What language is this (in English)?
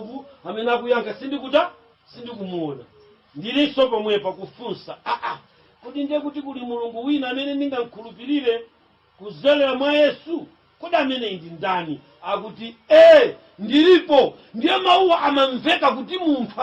Nyanja